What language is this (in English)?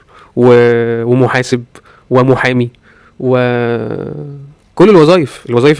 Egyptian Arabic